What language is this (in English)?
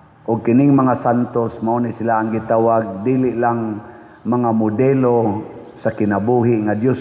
Cebuano